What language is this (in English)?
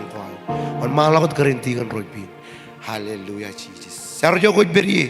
Marshallese